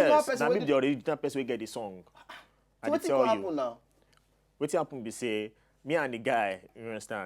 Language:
Nigerian Pidgin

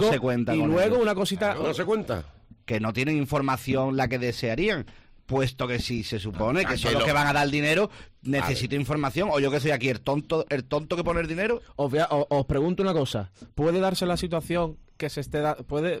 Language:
Spanish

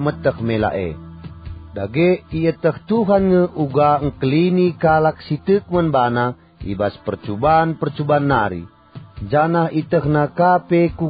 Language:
Batak Karo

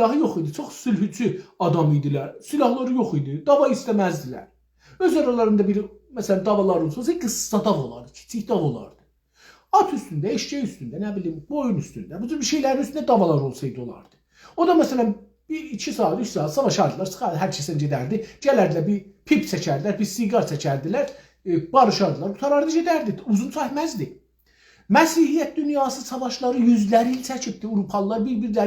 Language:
South Azerbaijani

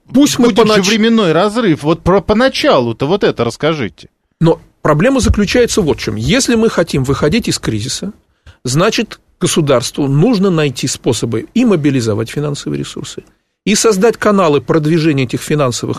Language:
Russian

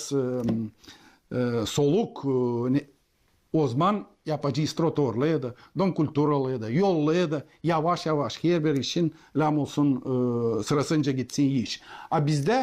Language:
Gagauz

